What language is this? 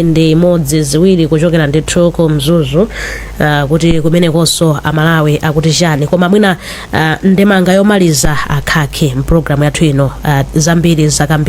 Nyanja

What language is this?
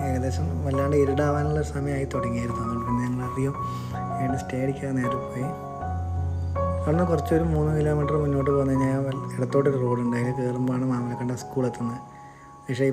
Malayalam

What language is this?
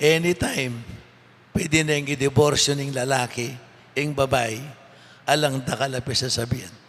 Pampanga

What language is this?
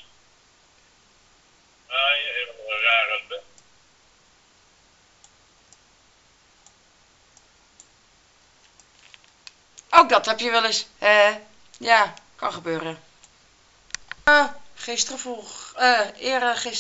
Dutch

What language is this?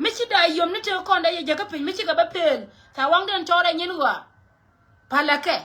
Nuer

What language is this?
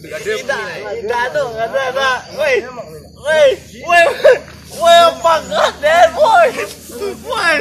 Minangkabau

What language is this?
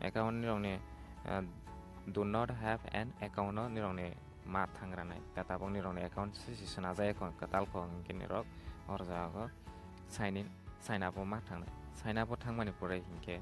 Kok Borok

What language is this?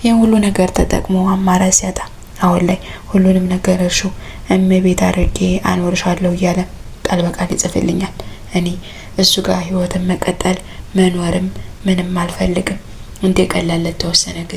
Amharic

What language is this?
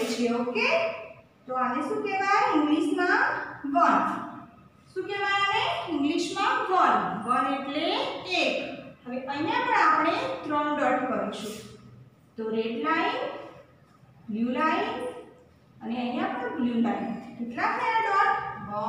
Gujarati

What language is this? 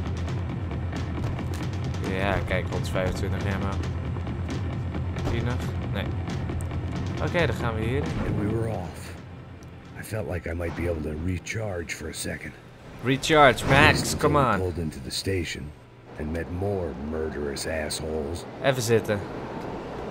Dutch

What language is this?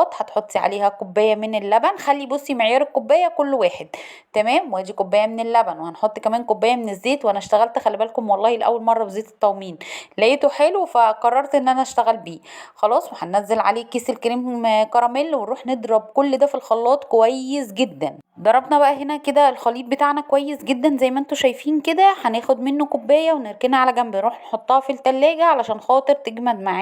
Egyptian Arabic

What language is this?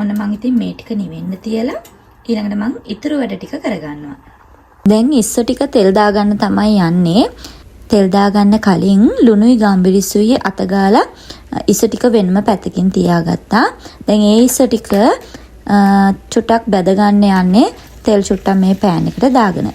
Sinhala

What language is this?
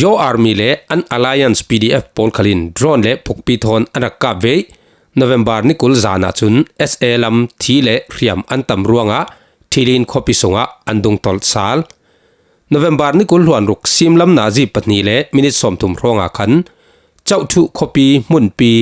Falam Chin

